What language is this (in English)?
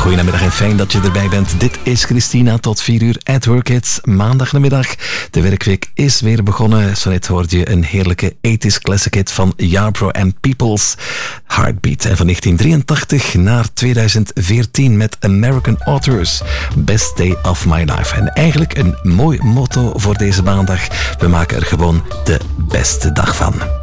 Dutch